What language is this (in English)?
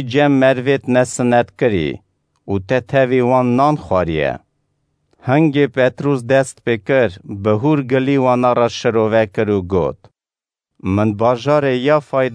Kurdish